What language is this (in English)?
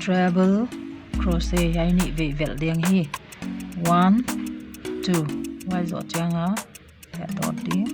Paite Chin